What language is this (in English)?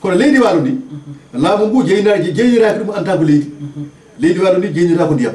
Fula